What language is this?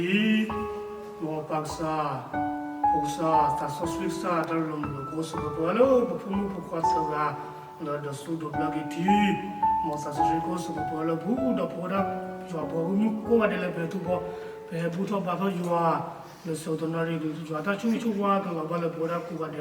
S'gaw Karen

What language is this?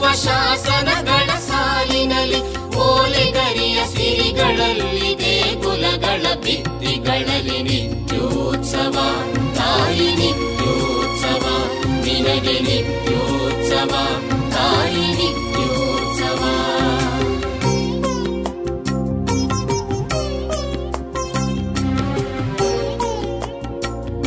Kannada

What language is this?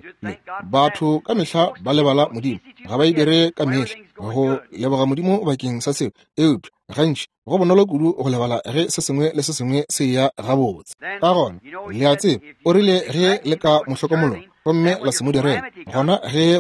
Northern Sotho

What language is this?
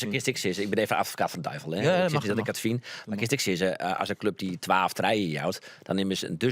Western Frisian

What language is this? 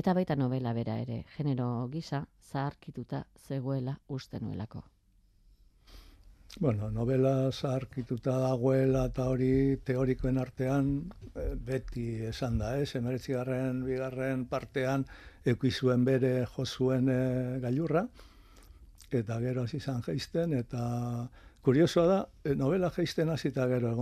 Basque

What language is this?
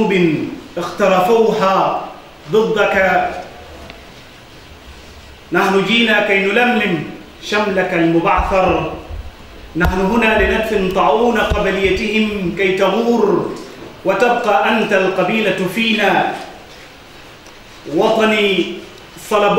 Arabic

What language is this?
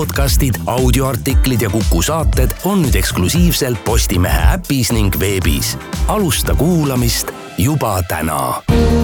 Estonian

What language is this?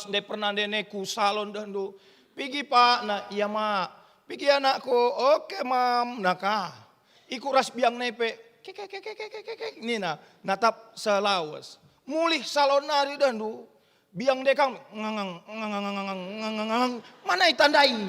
Batak Karo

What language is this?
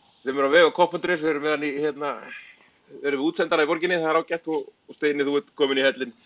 Icelandic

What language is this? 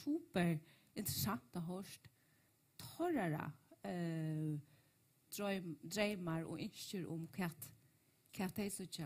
Faroese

